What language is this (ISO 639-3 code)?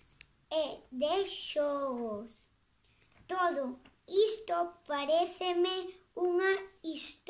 glg